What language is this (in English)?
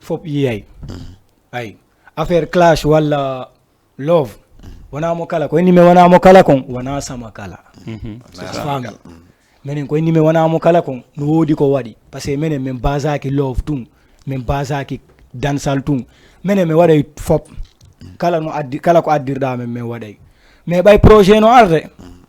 Fula